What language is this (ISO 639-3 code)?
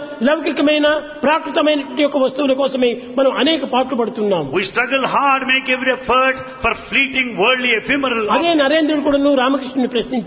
tel